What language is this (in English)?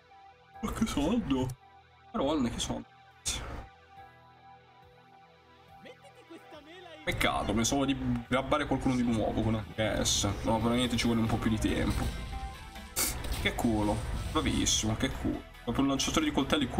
Italian